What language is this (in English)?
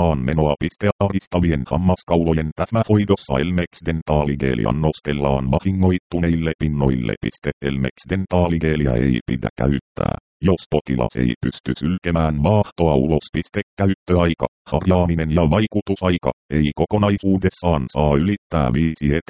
Finnish